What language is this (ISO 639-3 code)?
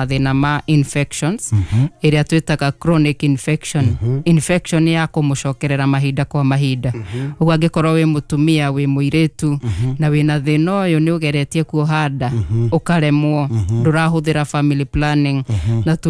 kik